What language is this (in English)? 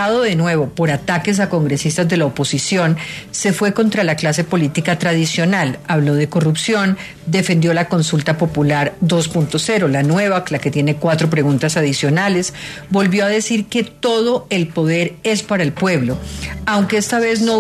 Spanish